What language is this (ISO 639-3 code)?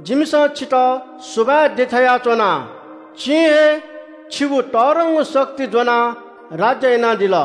new